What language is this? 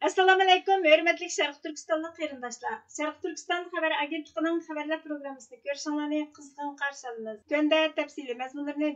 Uyghur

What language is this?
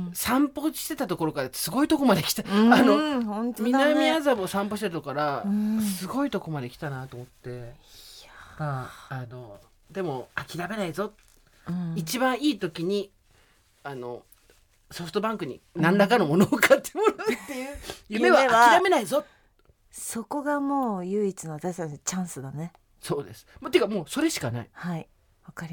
Japanese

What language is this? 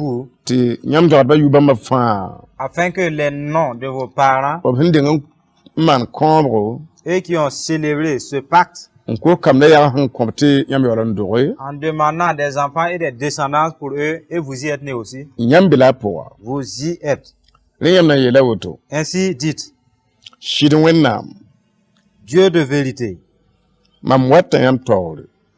Mossi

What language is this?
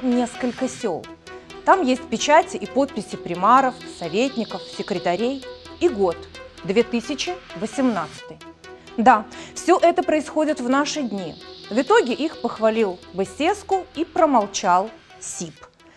Russian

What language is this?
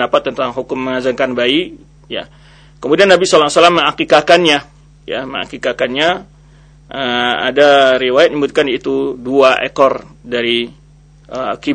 Indonesian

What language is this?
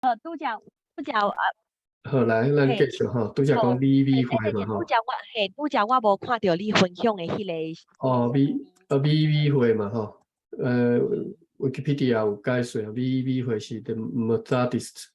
Min Nan Chinese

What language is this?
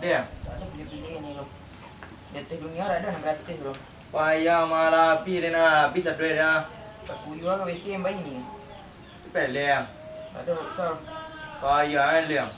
Minangkabau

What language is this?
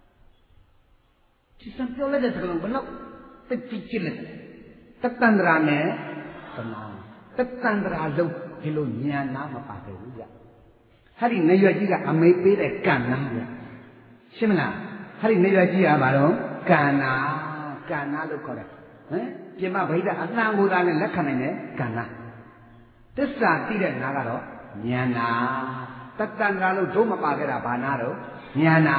Burmese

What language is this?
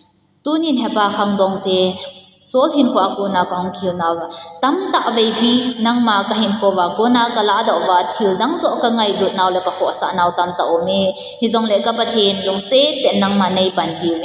Thado Chin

